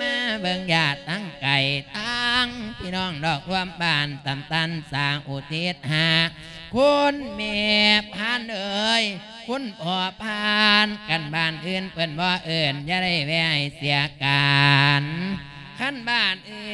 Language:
Lao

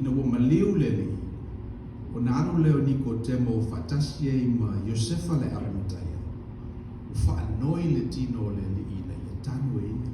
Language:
Samoan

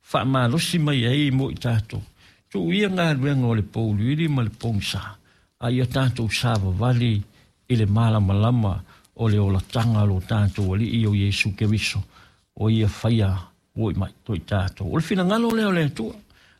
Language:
Samoan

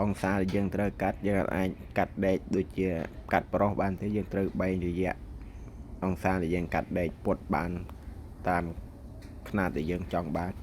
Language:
Khmer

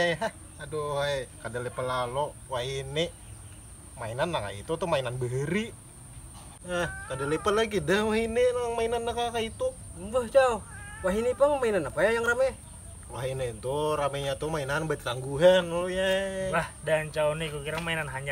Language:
Banjar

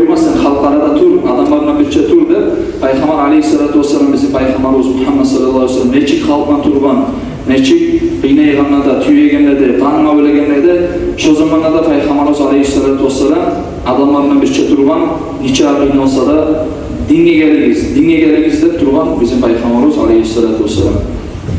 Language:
Kumyk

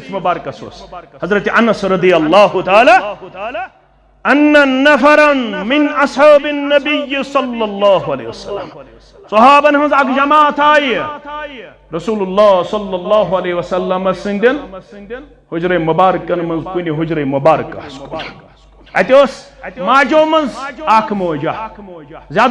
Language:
Kashmiri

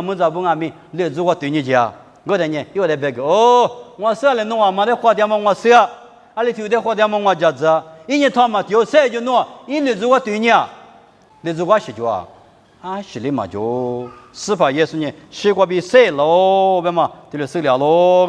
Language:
Lisu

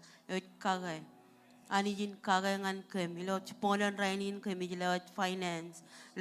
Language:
Marshallese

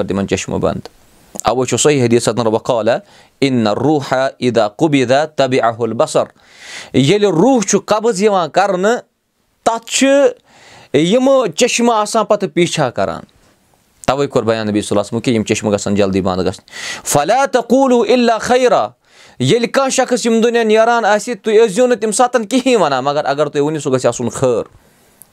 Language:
Kashmiri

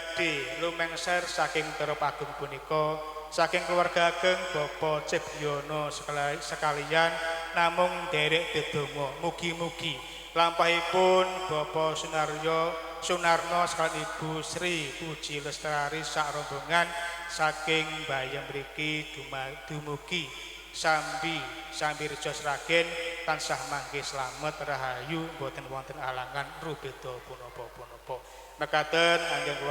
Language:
Javanese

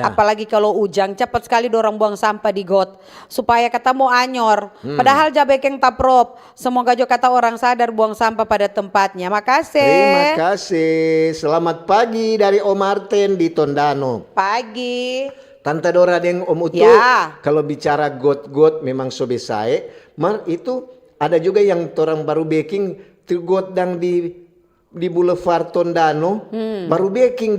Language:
Manado Malay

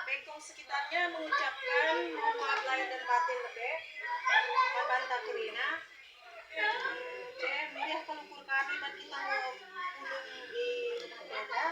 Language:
Batak Karo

